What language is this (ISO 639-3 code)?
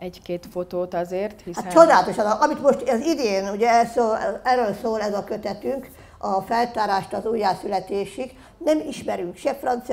hun